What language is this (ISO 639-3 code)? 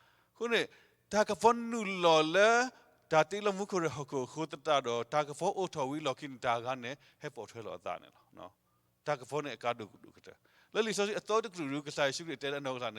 ksw